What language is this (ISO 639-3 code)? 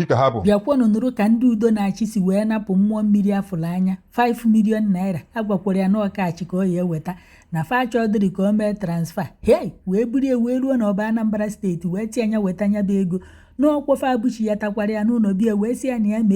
ibo